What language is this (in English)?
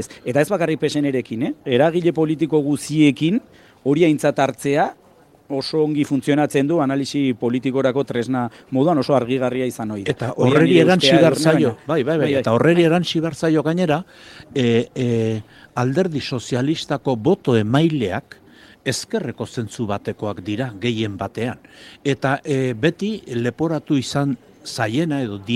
Basque